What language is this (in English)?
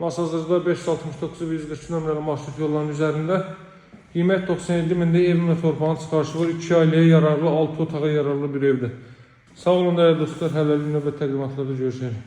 Azerbaijani